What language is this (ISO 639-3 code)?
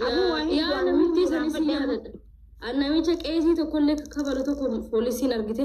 orm